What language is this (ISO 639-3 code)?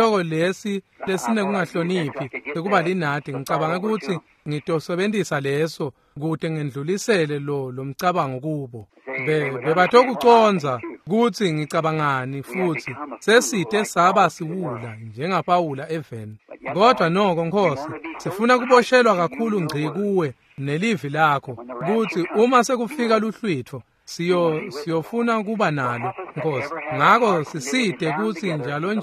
ssw